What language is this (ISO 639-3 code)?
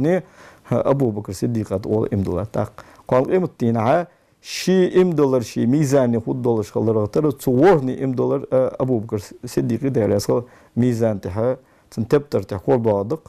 inh